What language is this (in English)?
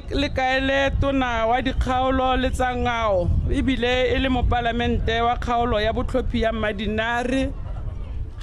Tswana